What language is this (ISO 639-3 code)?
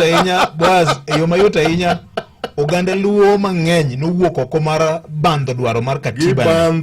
luo